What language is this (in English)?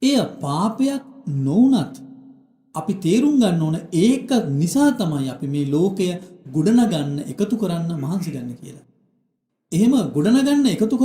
Sinhala